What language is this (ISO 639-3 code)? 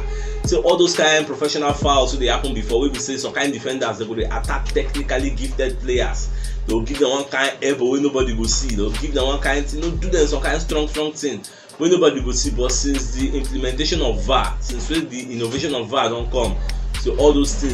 pcm